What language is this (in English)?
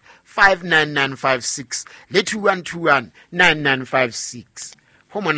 Southern Sotho